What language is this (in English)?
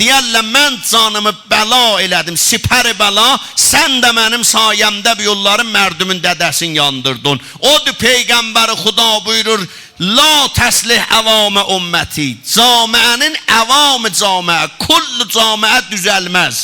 South Azerbaijani